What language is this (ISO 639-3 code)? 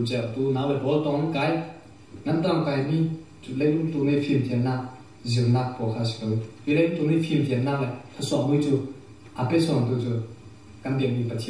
cfm